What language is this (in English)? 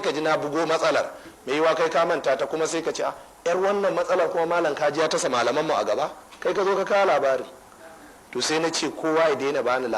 Hausa